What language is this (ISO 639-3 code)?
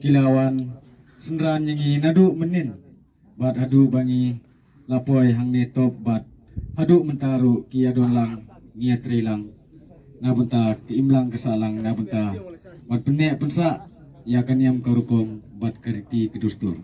kha